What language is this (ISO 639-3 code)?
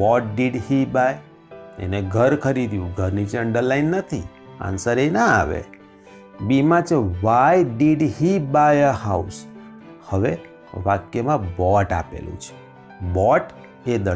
guj